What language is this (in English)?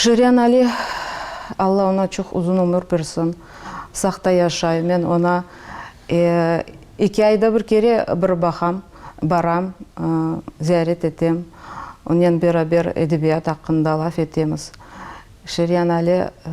Crimean Tatar